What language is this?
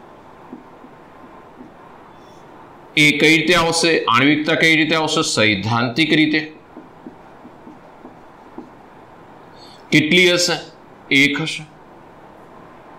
Gujarati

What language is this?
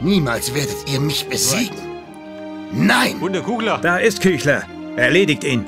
Bavarian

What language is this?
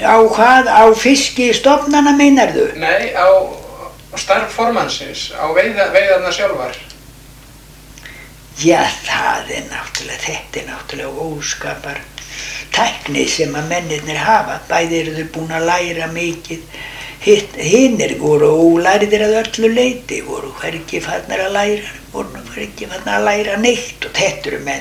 Icelandic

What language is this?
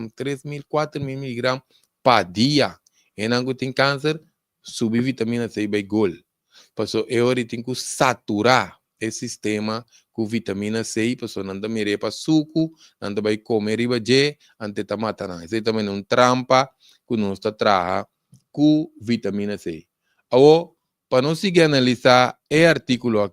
Papiamento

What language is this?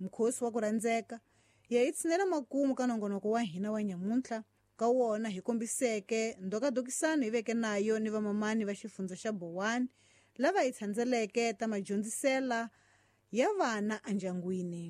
Tsonga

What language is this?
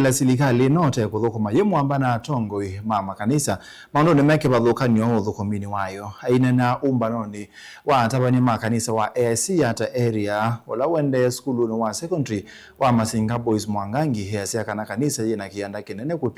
Kamba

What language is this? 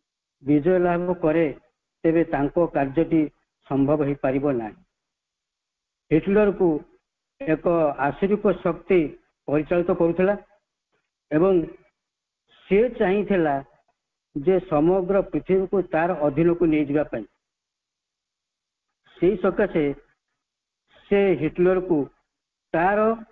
Odia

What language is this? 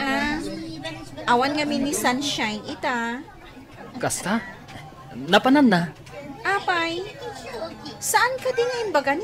Iloko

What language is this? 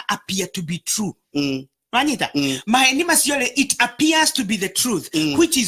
Kikuyu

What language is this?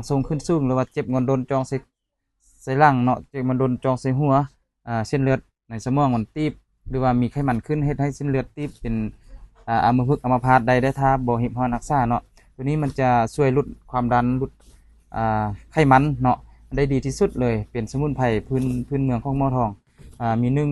Lao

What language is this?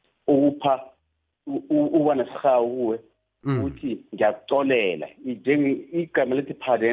South Ndebele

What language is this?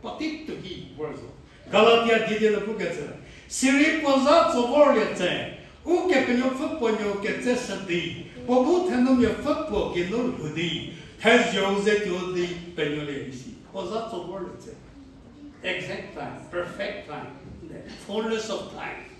Angami Naga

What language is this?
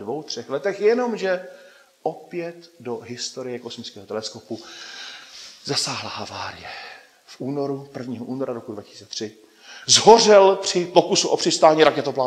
Czech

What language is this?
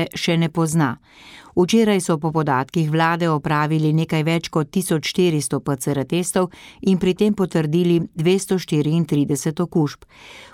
Slovenian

